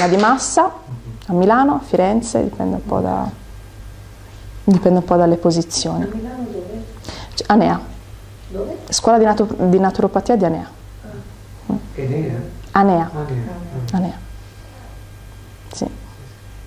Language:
Italian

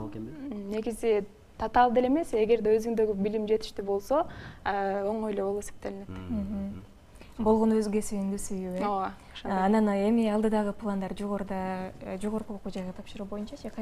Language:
Kyrgyz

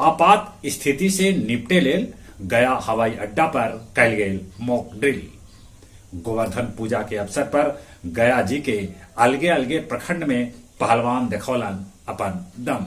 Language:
Magahi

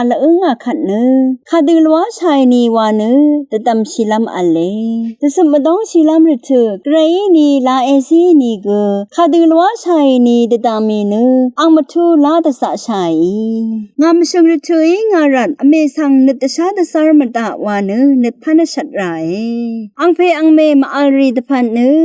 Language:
Rawang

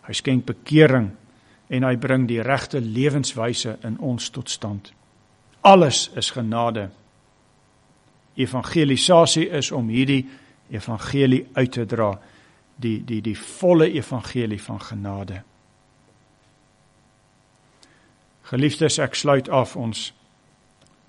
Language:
Afrikaans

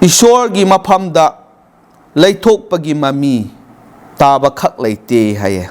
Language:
Manipuri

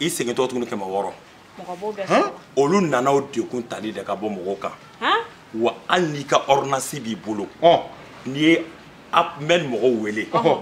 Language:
Bambara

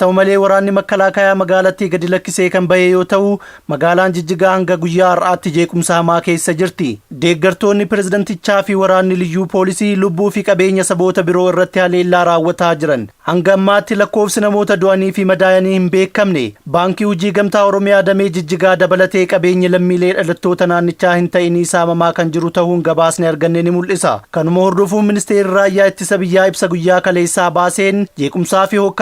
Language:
Oromo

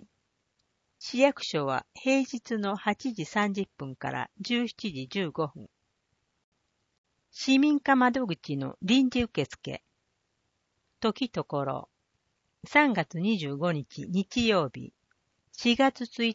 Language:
Japanese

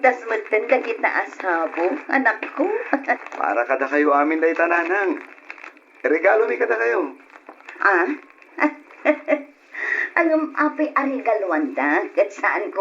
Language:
Iloko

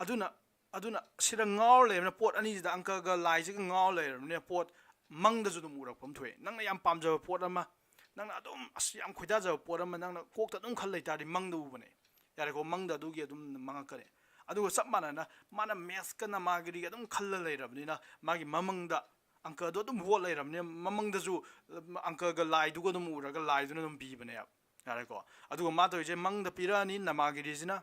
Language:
Manipuri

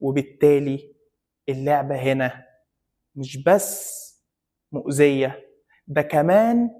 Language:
Egyptian Arabic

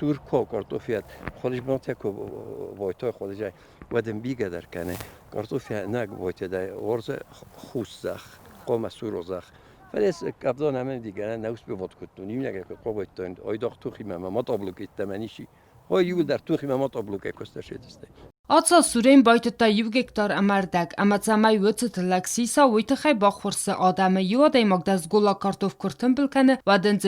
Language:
Ossetic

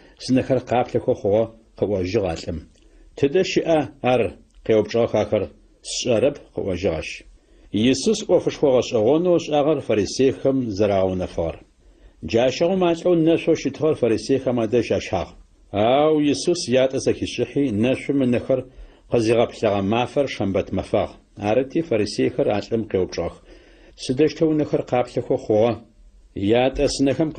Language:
Adyghe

